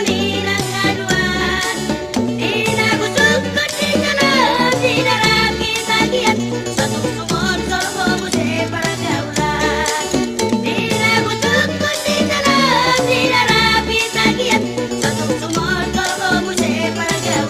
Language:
Batak Toba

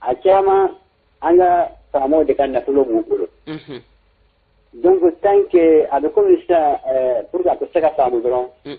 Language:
Bambara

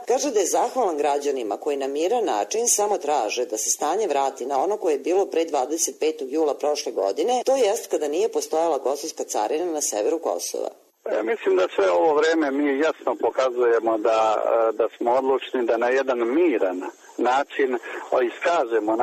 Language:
Serbian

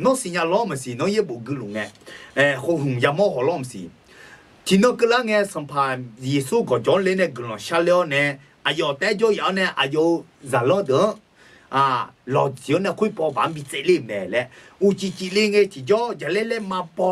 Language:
Akha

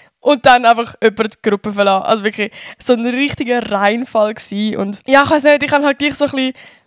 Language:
Swiss German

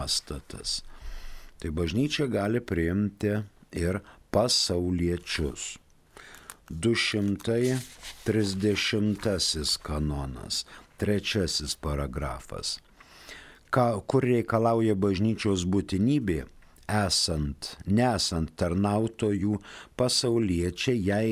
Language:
Lithuanian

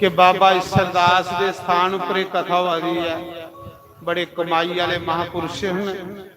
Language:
Dogri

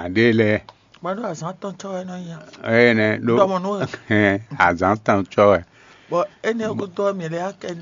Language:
Fon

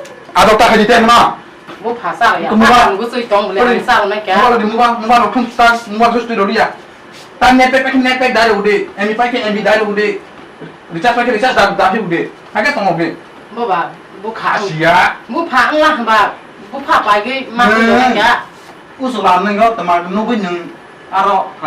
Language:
Kok Borok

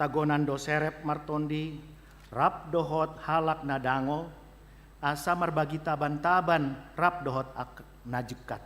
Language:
Batak Toba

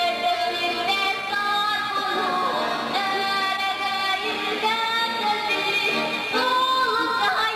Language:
Yakut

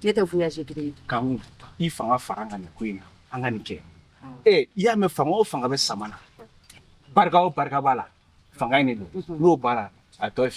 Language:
Bambara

